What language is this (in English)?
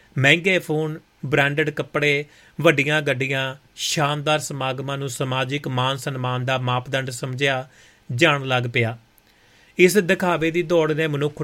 Punjabi